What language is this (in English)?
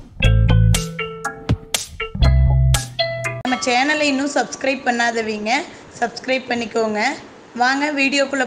Tamil